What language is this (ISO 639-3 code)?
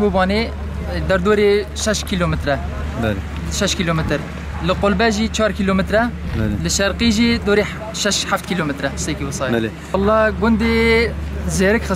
kur